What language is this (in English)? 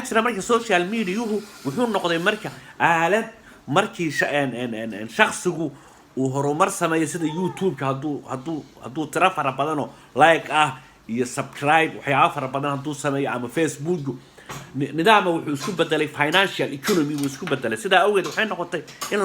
Somali